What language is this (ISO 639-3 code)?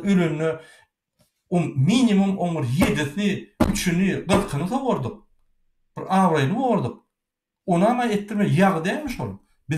tuk